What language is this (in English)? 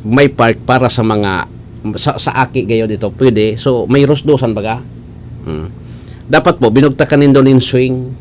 Bikol